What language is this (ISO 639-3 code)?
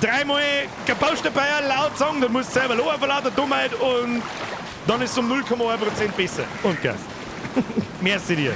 bar